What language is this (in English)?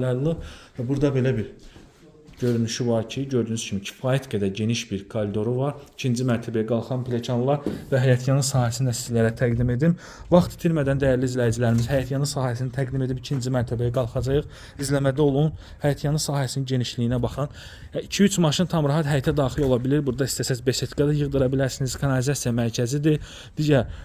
Azerbaijani